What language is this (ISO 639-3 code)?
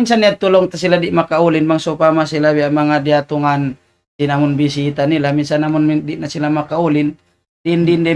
tsg